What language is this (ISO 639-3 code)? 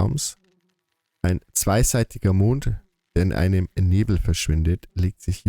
bar